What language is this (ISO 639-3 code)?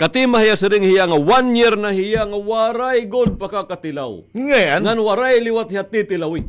war